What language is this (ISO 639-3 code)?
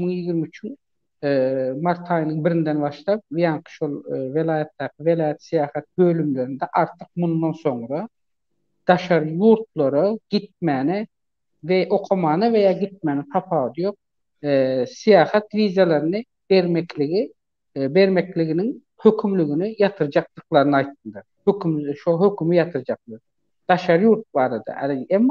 tuk